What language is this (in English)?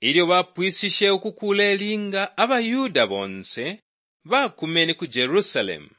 Bemba